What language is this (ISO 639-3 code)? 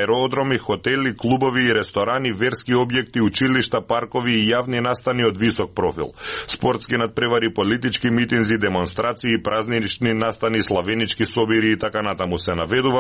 mkd